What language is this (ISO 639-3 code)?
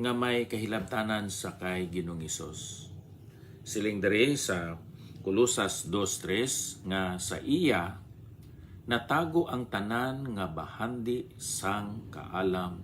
hil